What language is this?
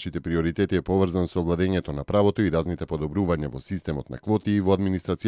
Macedonian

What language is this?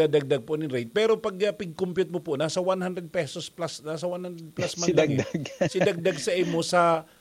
Bikol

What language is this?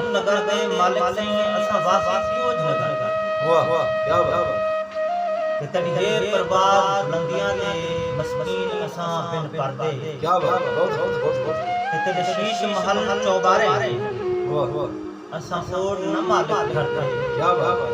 Saraiki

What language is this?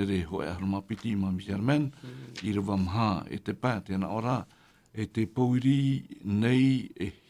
Tahitian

